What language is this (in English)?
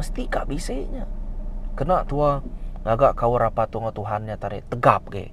Iban